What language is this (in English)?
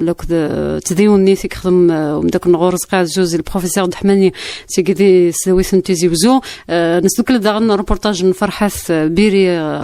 Kabyle